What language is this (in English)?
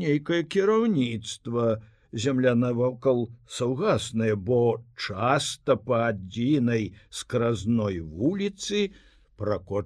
Belarusian